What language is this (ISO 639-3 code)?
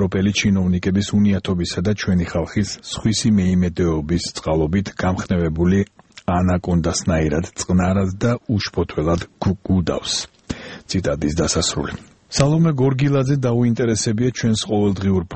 kat